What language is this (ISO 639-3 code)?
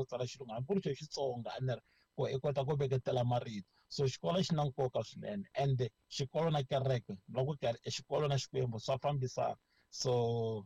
tso